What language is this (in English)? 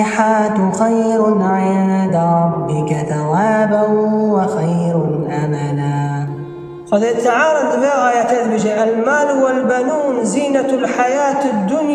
Kurdish